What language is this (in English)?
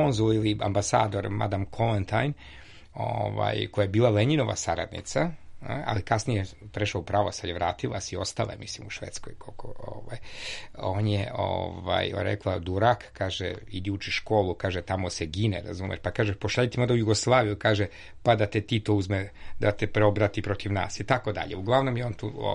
Serbian